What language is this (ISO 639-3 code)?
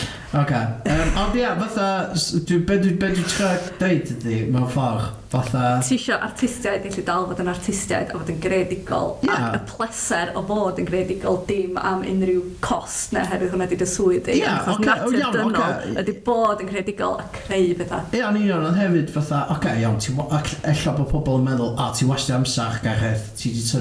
cym